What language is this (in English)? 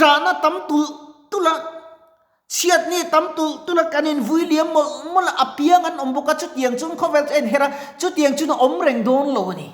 Mizo